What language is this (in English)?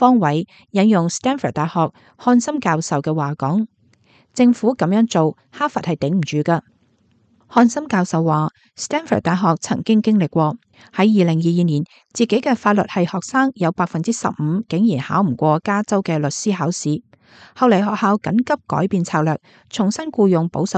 Cantonese